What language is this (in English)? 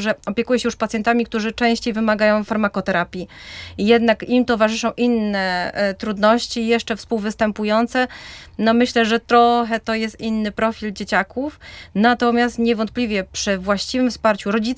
Polish